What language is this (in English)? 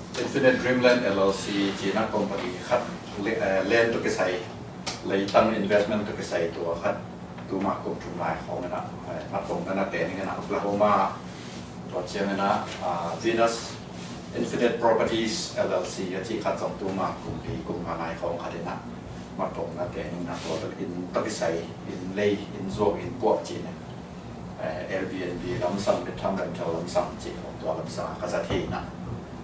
Tedim Chin